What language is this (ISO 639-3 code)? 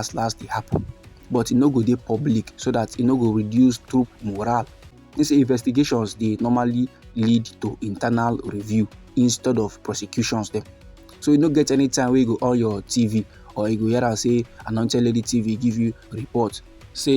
pcm